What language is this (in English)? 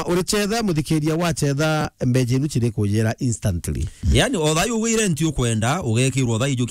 Meru